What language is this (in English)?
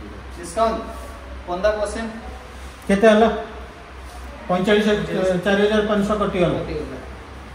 Odia